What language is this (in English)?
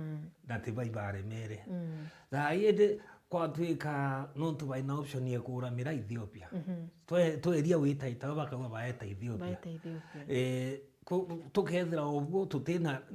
Meru